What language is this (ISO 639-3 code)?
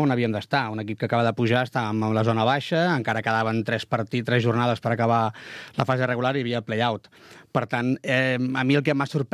cat